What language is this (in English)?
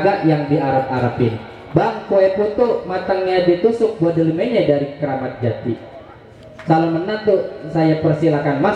Betawi